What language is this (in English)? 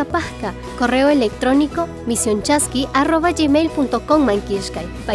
Chimborazo Highland Quichua